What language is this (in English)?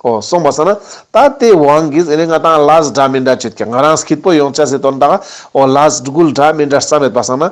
Ladakhi